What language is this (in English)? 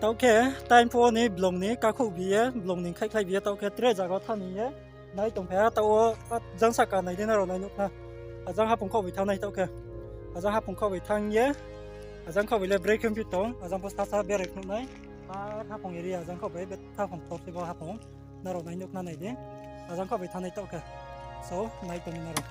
Riang (India)